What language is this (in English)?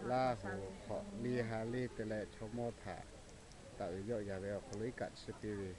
Lahu